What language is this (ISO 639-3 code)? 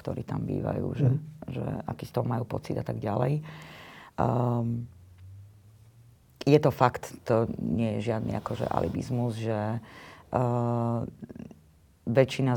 slk